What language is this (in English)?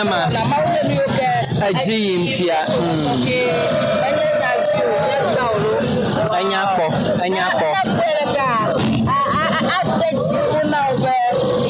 Ewe